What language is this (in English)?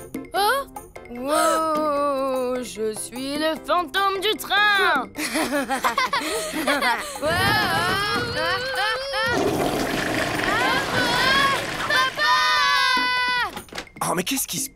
French